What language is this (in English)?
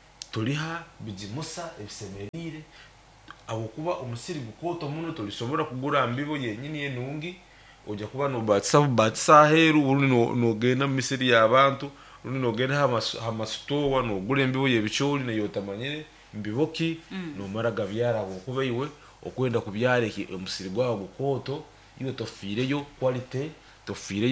Nyoro